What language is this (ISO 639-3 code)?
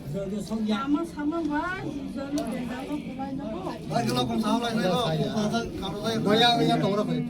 trp